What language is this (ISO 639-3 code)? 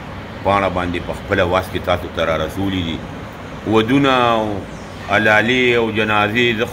pus